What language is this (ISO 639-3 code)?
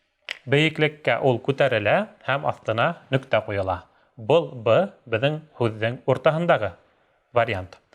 bak